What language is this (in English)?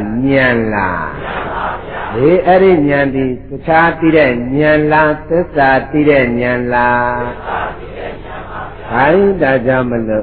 Burmese